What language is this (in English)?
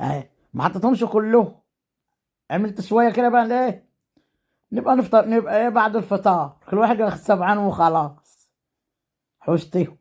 Egyptian Arabic